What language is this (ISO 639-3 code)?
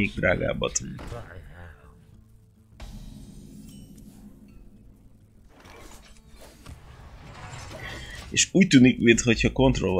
hun